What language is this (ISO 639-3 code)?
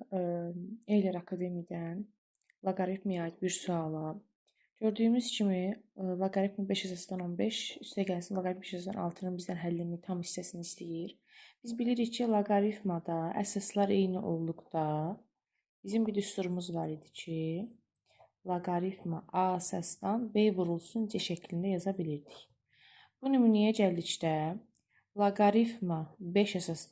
aze